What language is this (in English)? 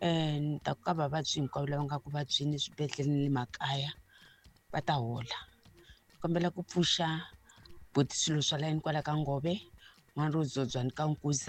Tsonga